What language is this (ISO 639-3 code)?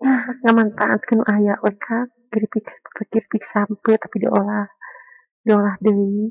sun